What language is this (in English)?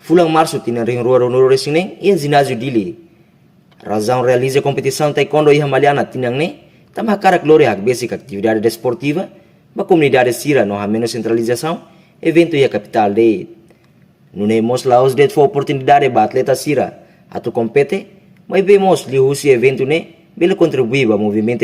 Tetum